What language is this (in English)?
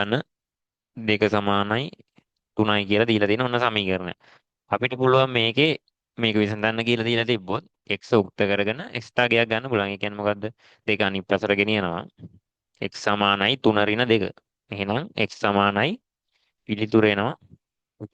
Sinhala